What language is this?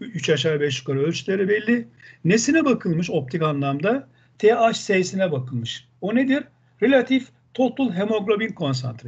Turkish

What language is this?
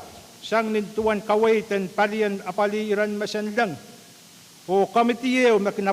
Pohnpeian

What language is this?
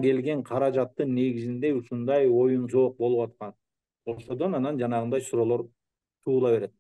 Kyrgyz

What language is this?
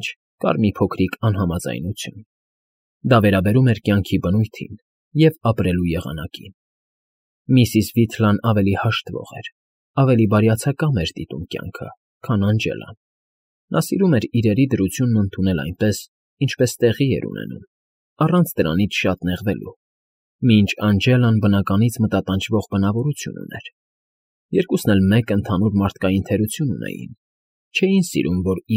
Armenian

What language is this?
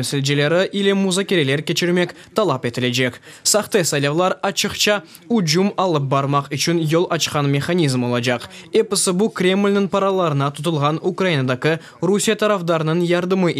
Crimean Tatar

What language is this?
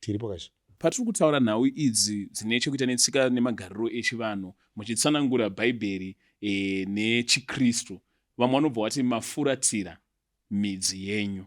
Shona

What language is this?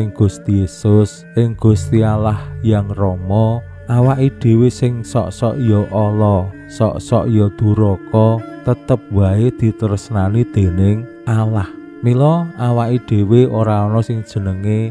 Javanese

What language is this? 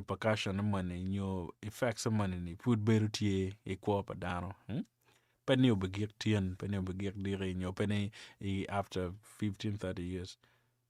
Acoli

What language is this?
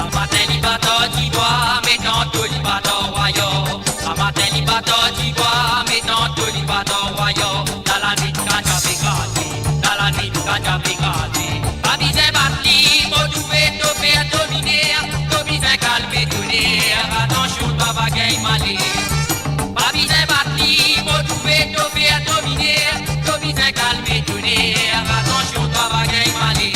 Morisyen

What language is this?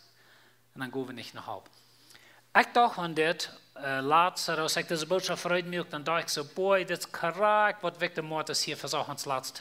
Plautdietsch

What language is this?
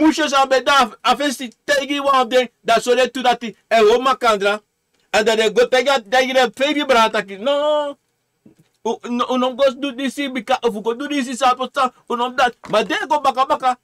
Sranan Tongo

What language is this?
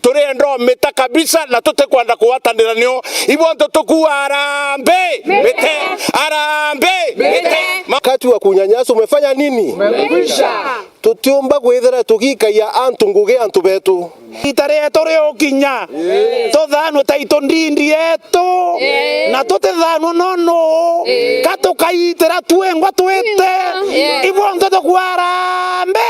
Meru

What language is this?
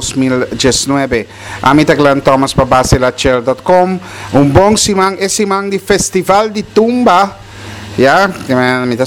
Papiamento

